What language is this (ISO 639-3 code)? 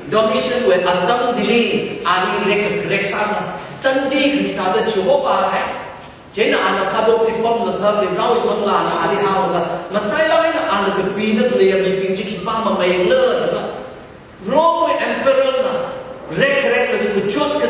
nmf